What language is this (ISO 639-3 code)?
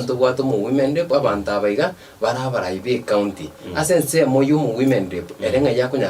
guz